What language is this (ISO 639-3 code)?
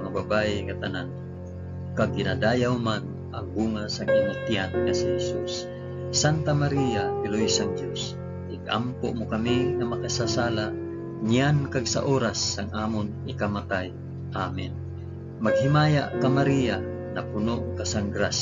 hil